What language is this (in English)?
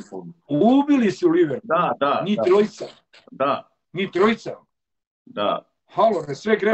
Croatian